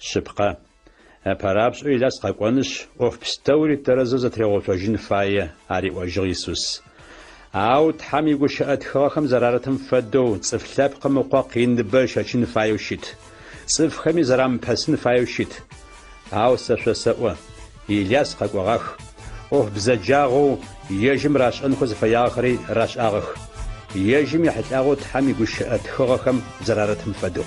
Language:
Adyghe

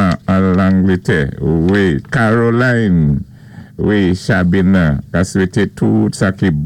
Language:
Saint Lucian Creole French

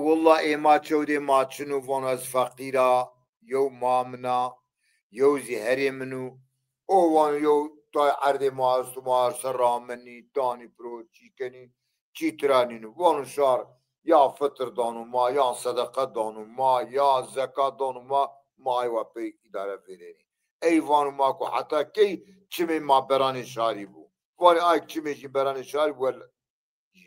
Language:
Zaza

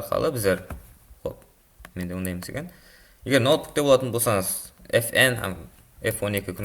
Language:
Kara-Kalpak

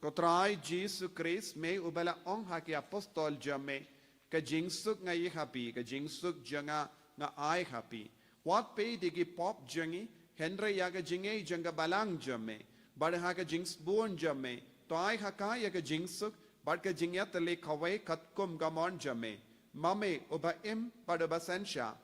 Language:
Khasi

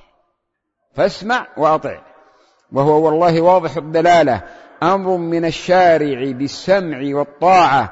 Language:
Arabic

